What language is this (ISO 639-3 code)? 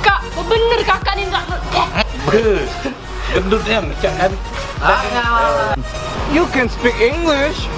mui